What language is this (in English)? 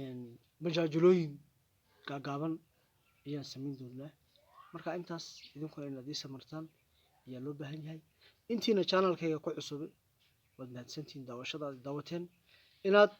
Somali